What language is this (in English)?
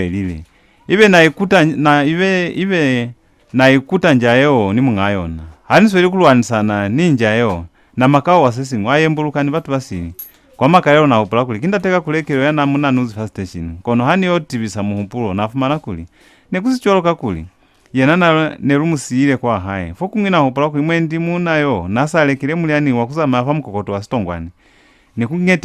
Lozi